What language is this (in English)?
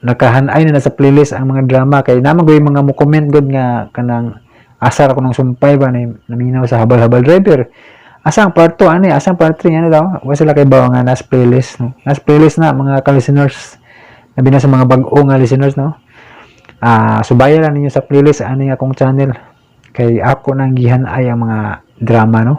Cebuano